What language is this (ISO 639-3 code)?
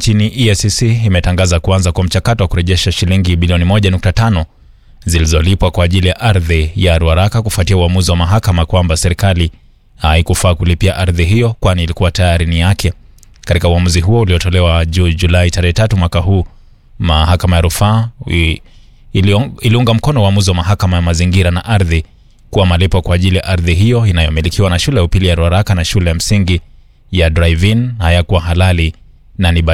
swa